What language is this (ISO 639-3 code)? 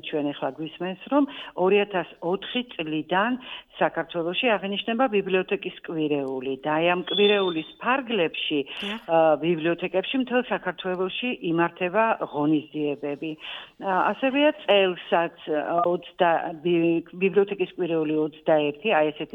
kat